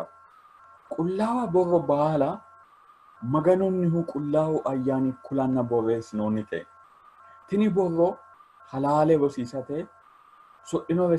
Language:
Sidamo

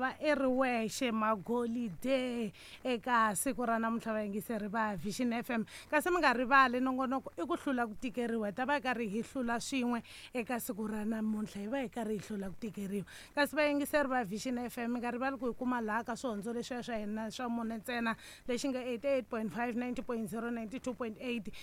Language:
Tsonga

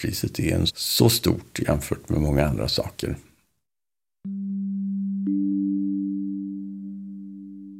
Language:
Swedish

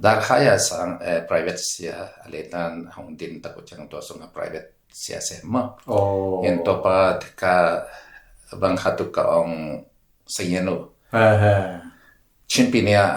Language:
Tedim Chin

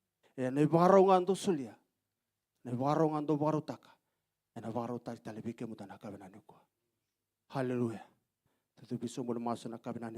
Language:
Fijian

